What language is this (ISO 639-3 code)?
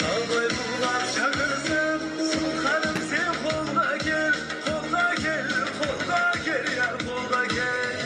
kaa